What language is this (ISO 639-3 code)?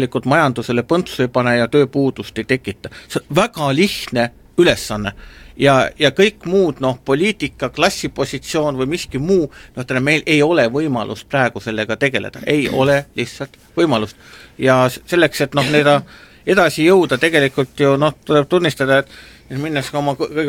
est